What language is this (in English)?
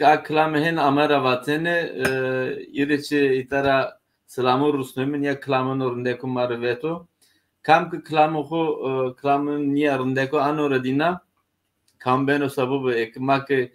Zaza